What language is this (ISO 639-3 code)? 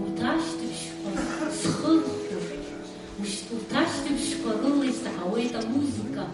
abk